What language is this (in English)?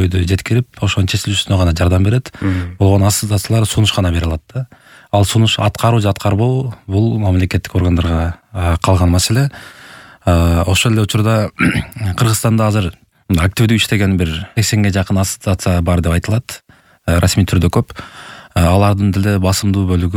Kyrgyz